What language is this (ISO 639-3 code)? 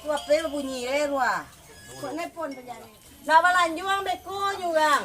min